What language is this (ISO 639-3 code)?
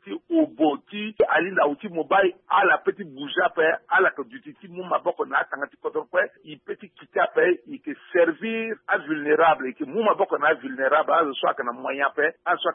sag